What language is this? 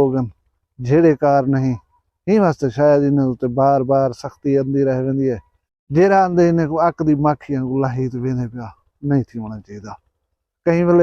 Saraiki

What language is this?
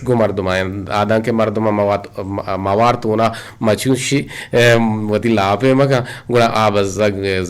Eastern Balochi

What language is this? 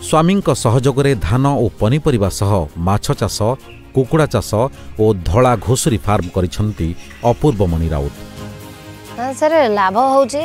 Odia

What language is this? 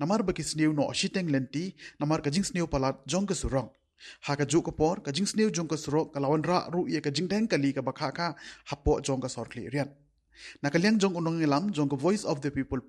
Khasi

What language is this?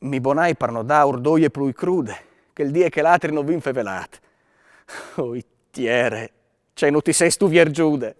Friulian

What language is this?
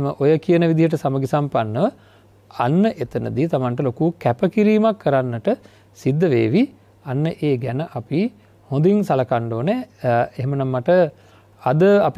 Sinhala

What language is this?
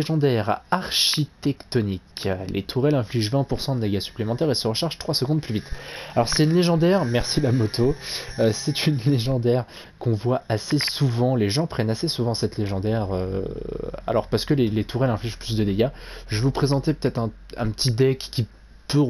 French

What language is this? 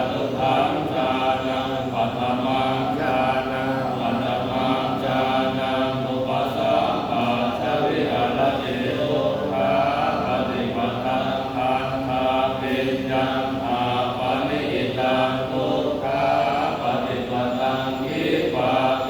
Pali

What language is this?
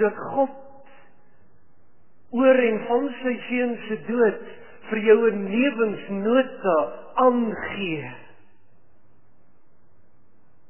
Afrikaans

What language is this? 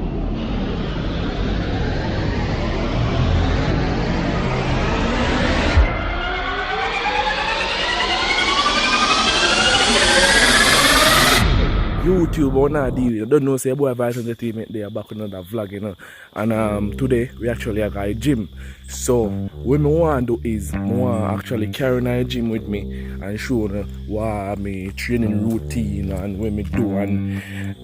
Jamaican Creole English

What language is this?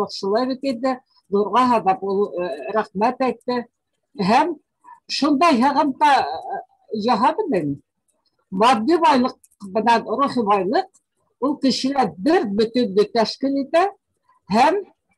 Bashkir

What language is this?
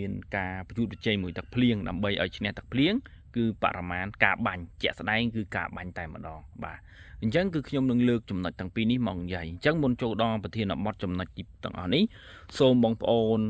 Khmer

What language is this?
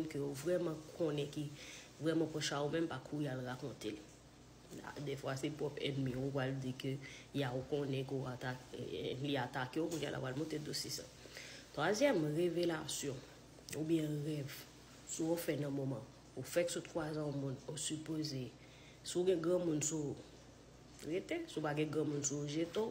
Haitian Creole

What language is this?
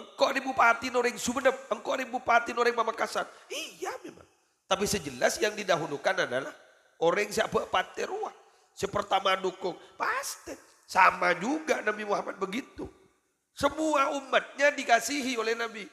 Madurese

